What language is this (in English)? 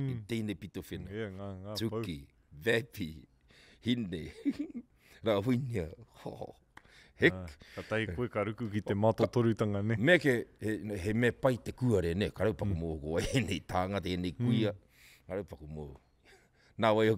Māori